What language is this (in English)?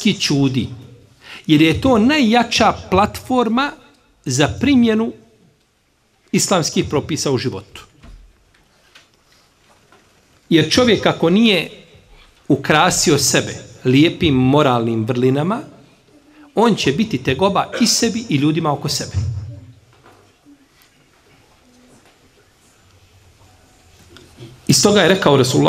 Bosnian